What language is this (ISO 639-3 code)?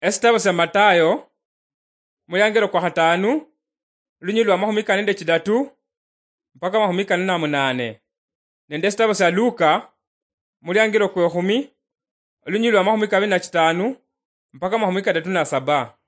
luy